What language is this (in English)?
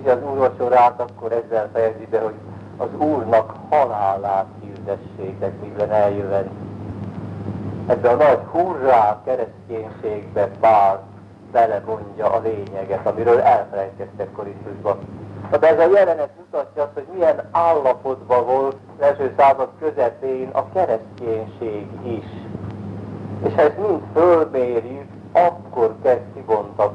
Hungarian